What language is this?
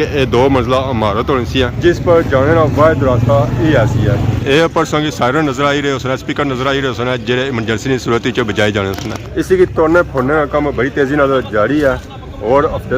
Pahari-Potwari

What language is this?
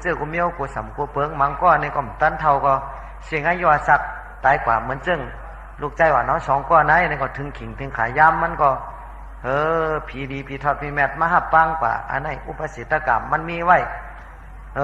Shan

